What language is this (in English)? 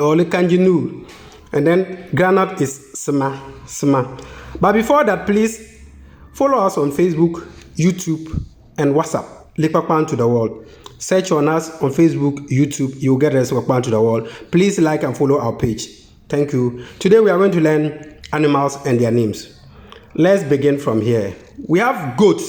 Konkomba